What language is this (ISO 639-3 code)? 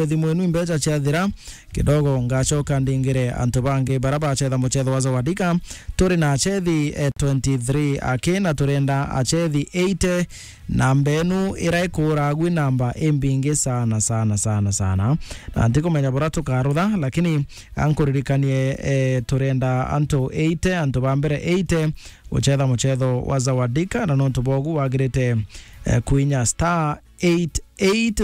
mer